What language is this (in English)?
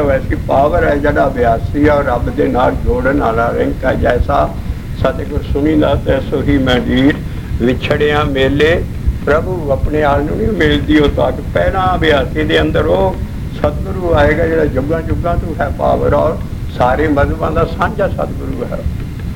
Punjabi